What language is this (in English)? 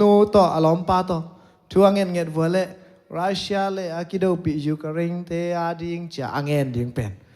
Tedim Chin